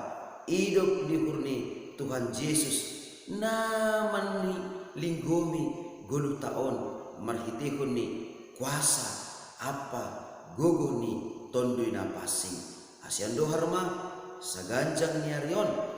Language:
Batak Simalungun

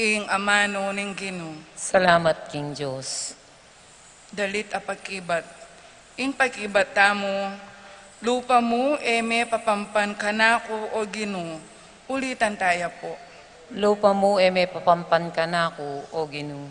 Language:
Pampanga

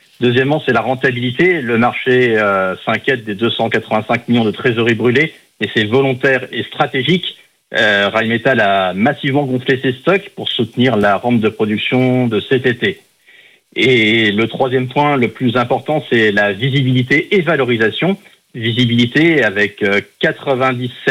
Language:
French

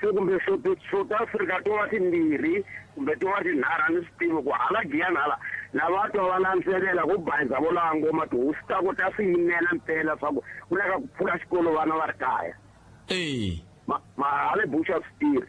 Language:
Tsonga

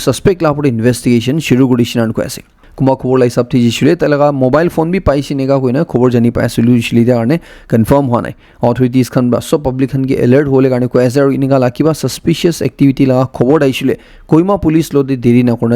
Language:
Naga Pidgin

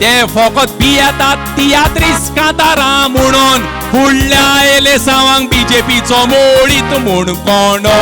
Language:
Konkani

